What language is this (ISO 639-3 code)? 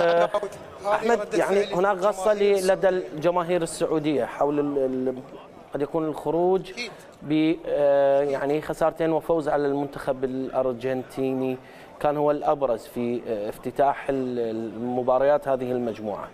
acm